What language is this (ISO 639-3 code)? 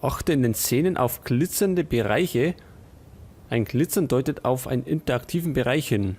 bar